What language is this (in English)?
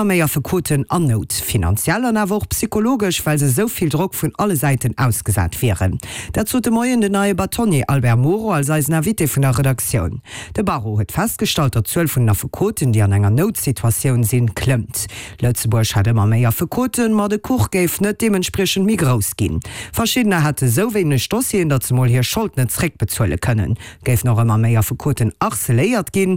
Luxembourgish